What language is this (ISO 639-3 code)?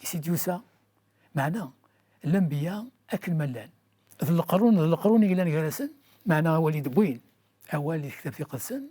kab